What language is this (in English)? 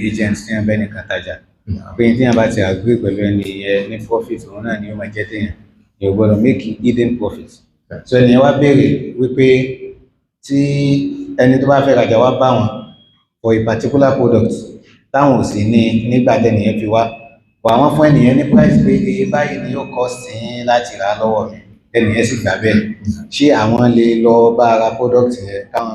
Yoruba